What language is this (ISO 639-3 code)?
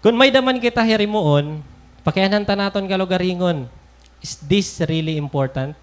war